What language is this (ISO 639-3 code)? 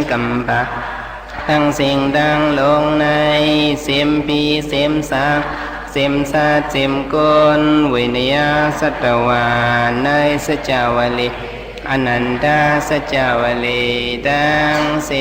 shn